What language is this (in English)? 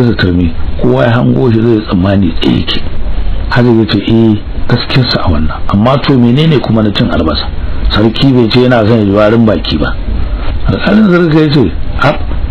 Hausa